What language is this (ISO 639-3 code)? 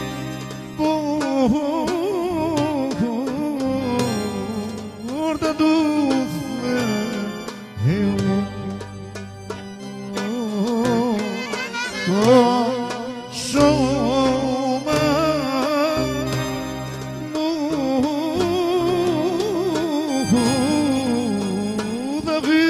ell